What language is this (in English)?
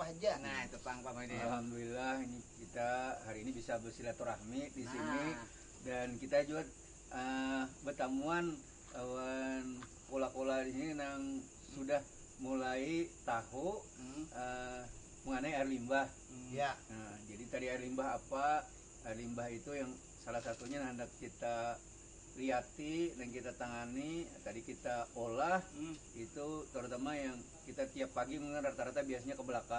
Banjar